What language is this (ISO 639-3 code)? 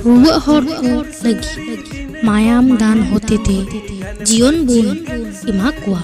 sat